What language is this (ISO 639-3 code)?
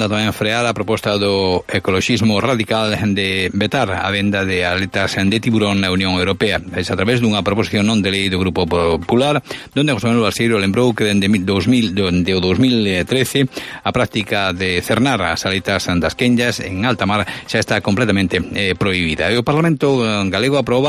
glg